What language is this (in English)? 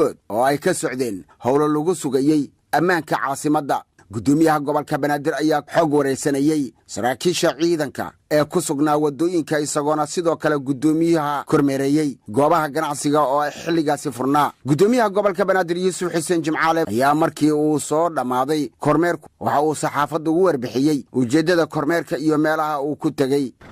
Somali